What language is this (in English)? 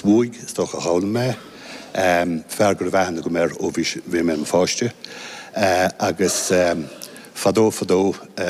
Irish